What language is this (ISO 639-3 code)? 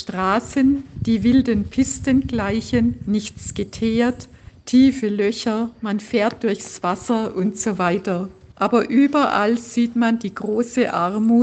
deu